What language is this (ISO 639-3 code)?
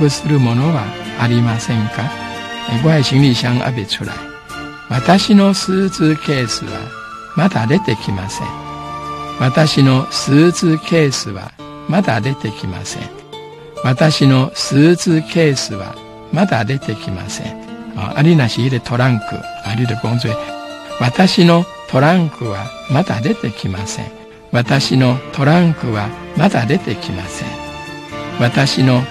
jpn